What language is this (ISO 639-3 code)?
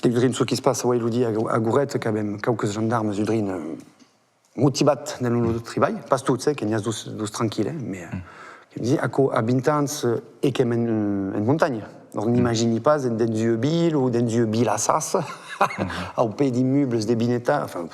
oci